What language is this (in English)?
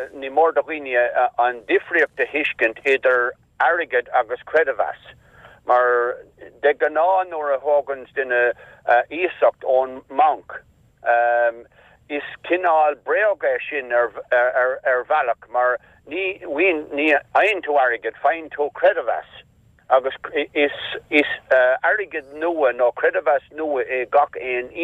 Irish